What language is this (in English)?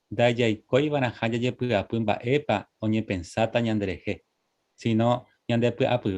Guarani